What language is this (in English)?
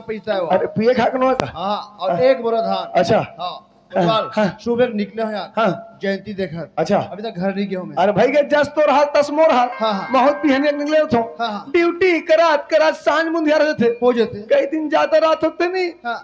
Chhattisgarhi